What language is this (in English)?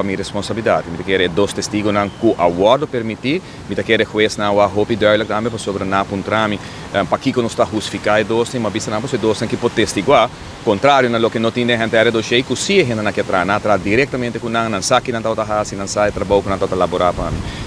Papiamento